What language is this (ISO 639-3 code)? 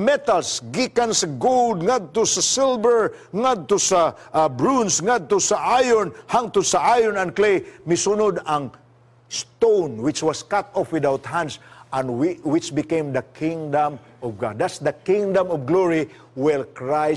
ceb